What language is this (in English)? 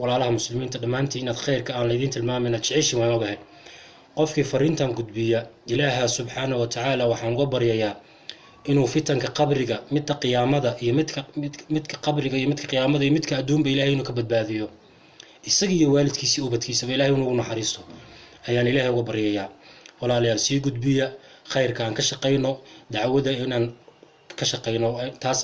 Somali